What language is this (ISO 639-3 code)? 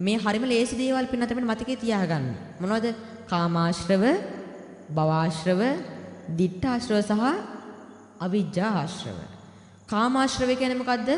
sin